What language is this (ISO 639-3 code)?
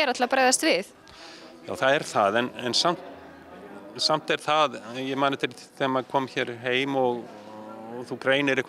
isl